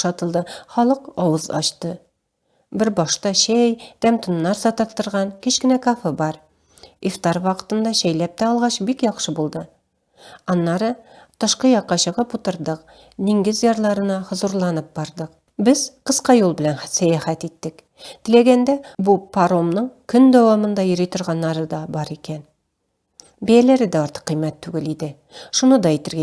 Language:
Tatar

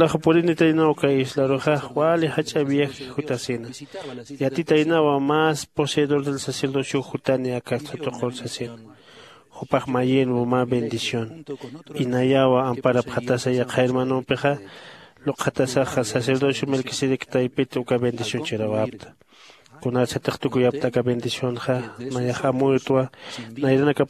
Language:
Aymara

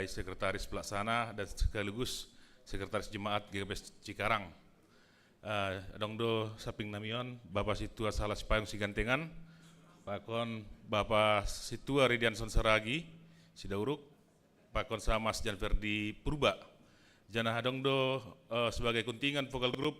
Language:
Batak Simalungun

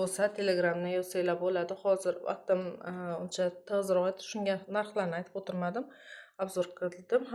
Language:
Uzbek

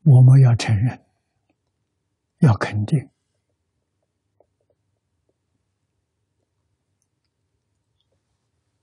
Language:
Chinese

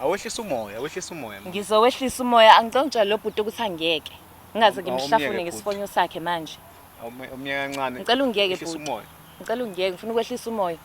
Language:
Zulu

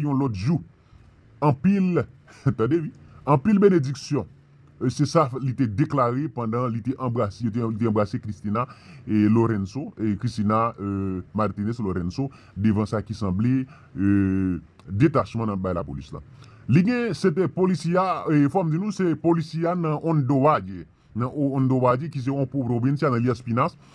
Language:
Haitian Creole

